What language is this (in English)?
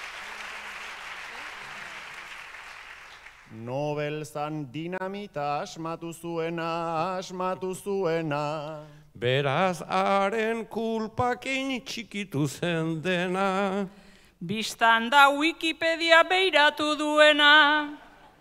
Basque